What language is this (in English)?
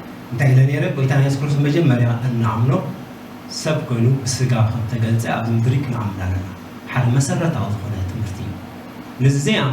Tigrinya